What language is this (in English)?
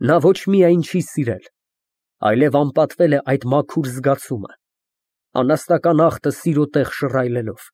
Armenian